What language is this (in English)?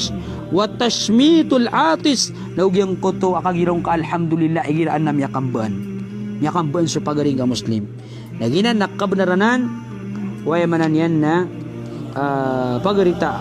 Maranao